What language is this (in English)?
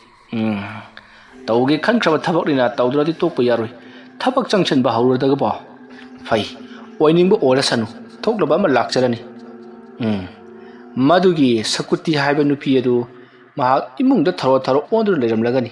Manipuri